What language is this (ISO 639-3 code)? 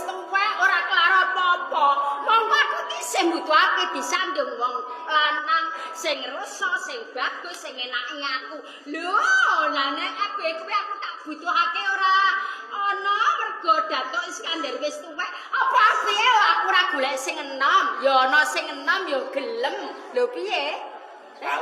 jav